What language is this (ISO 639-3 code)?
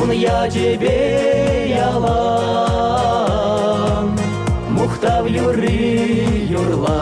chv